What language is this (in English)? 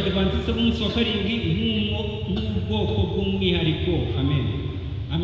Kinyarwanda